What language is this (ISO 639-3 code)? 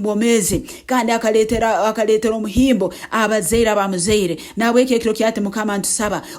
nyn